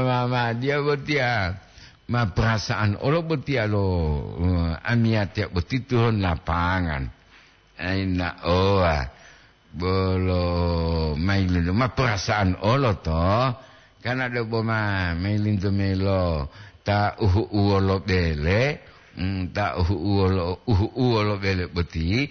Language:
Gorontalo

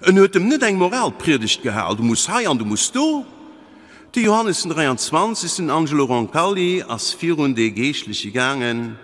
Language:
Luxembourgish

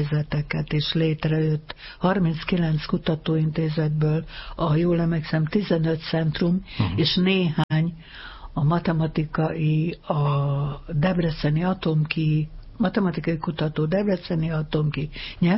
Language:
Hungarian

